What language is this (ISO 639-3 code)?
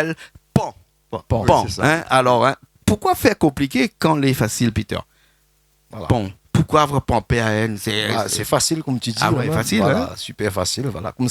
rcf